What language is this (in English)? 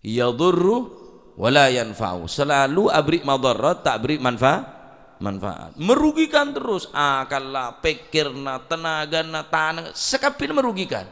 Madurese